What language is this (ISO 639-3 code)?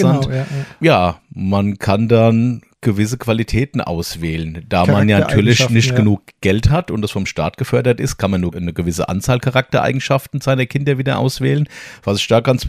deu